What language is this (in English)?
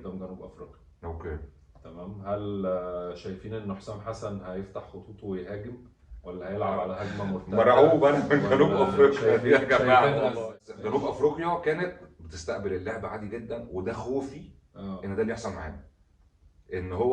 Egyptian Arabic